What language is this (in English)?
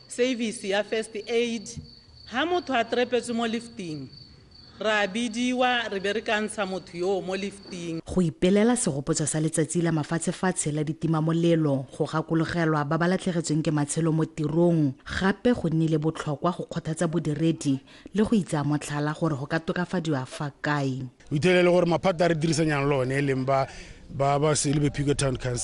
Tswana